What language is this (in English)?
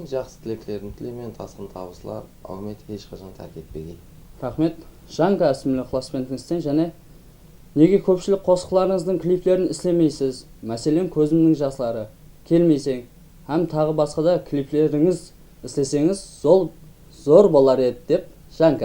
Kara-Kalpak